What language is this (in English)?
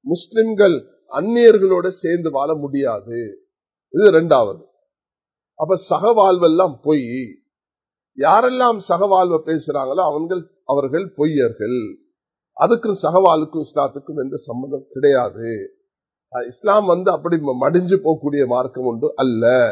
Tamil